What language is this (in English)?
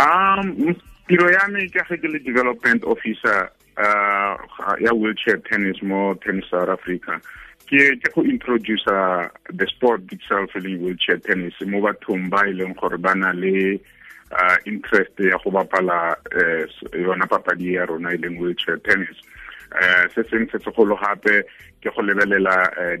Tswana